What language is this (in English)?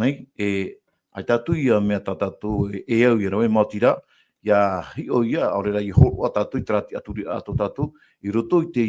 Tahitian